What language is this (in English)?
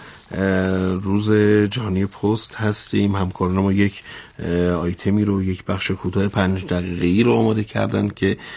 Persian